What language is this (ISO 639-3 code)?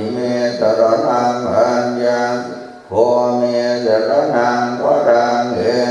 pli